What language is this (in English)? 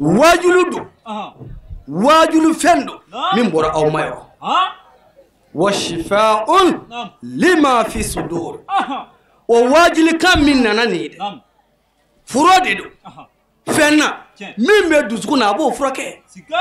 Bambara